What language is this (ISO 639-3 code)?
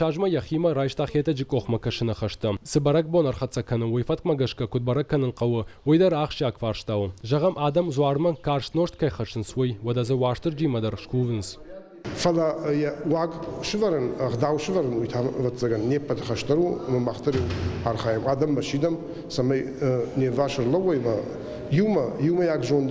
oss